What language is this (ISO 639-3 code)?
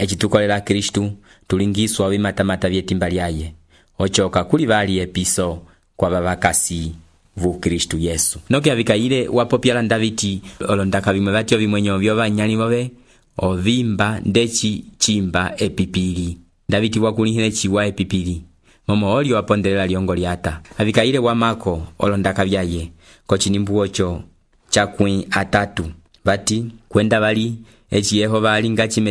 umb